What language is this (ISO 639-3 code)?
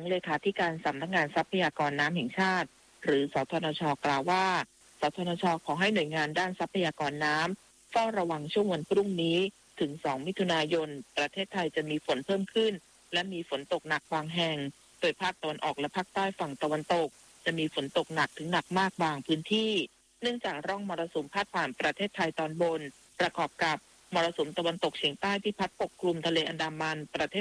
tha